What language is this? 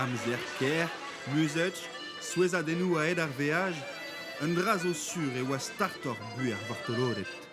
Breton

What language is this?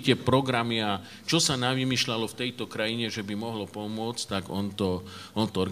Slovak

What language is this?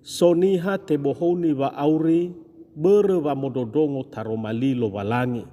Nias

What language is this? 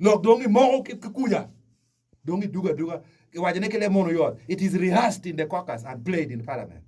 Acoli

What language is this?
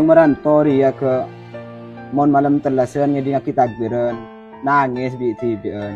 Madurese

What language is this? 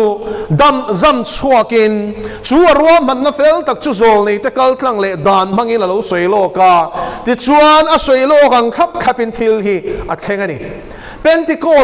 Mizo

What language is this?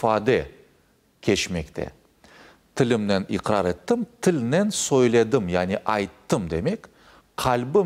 Crimean Tatar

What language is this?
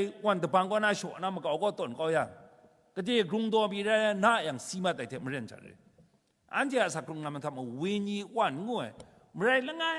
Kachin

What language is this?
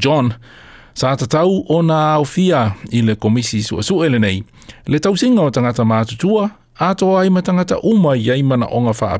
Samoan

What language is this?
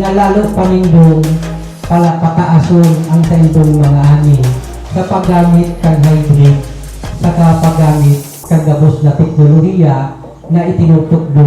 Bikol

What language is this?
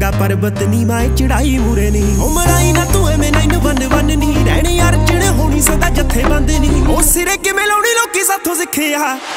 Punjabi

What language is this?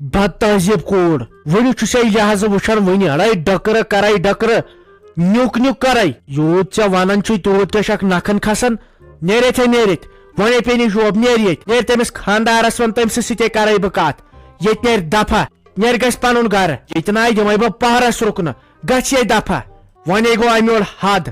Kashmiri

